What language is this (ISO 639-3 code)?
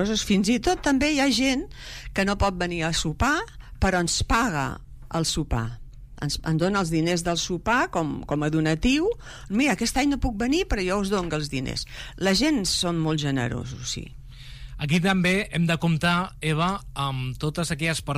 cat